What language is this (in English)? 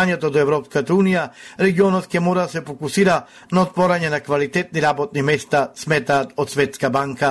Macedonian